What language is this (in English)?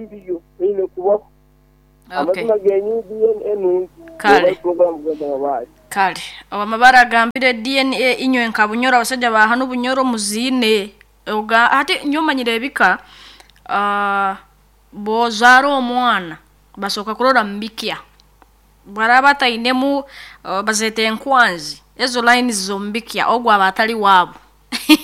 Nyoro